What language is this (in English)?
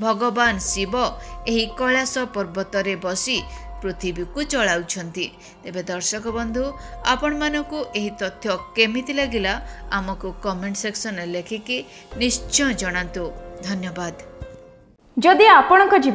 Odia